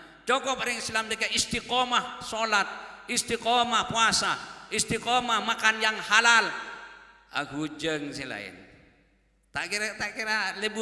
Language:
Madurese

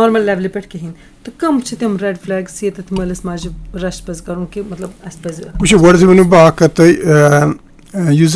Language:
Kashmiri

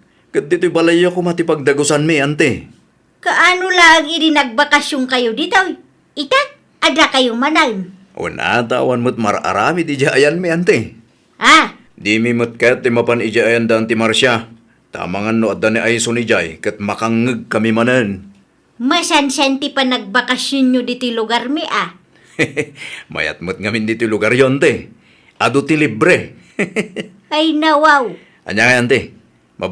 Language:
Iloko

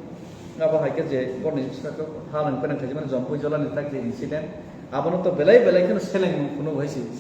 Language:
Kok Borok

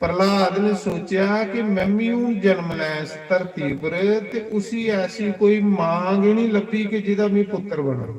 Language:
Dogri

